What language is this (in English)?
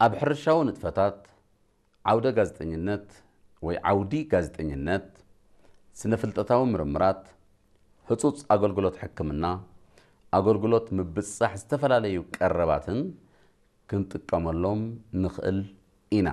Tigrinya